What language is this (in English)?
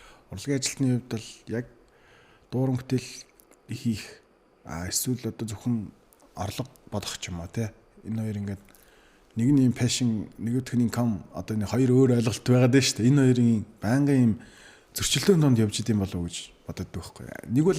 Mongolian